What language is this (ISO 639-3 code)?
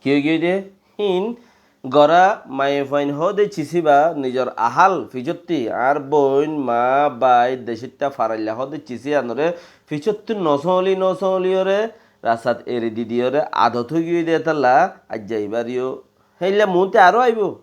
rhg